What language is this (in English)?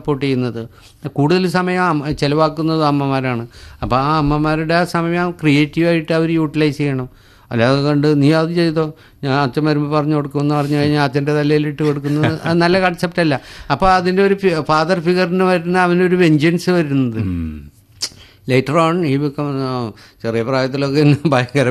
Malayalam